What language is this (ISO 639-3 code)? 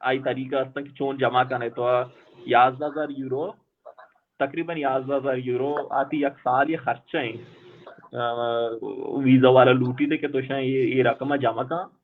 bal